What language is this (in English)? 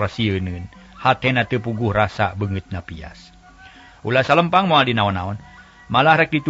Sundanese